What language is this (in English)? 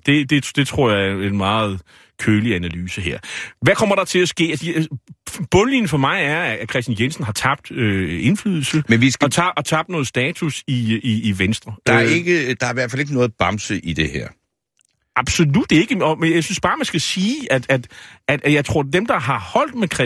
Danish